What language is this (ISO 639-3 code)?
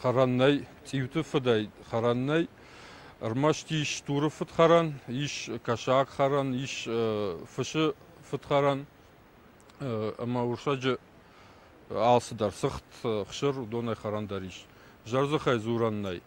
oss